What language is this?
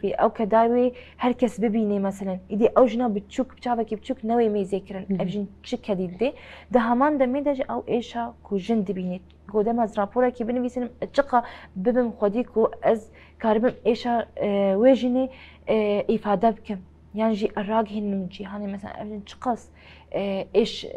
Kurdish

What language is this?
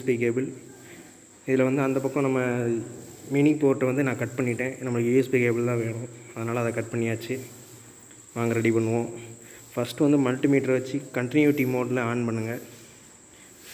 Tamil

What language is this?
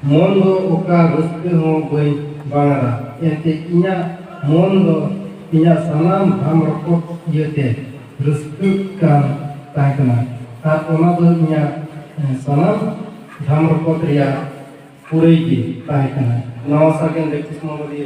Santali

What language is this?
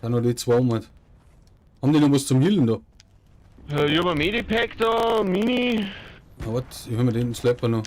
Bavarian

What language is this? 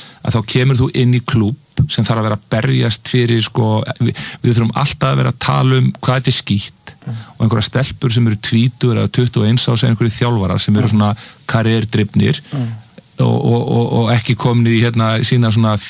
Icelandic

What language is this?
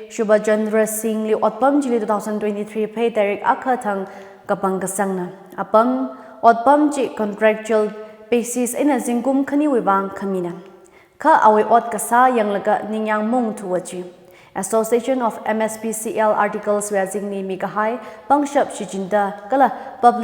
Tangkhul Naga (India)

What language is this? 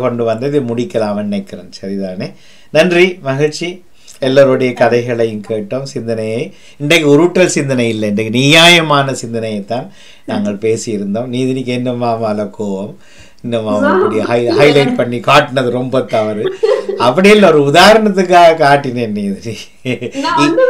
Tamil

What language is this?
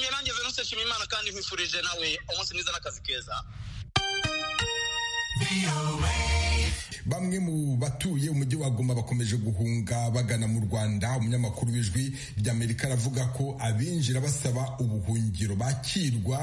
Kinyarwanda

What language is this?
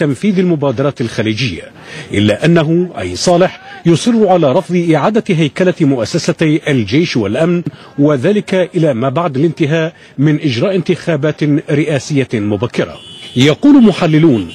Arabic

